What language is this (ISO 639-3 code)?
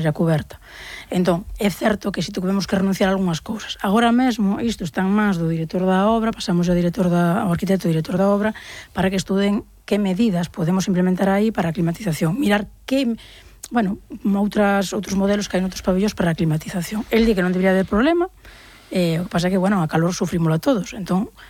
glg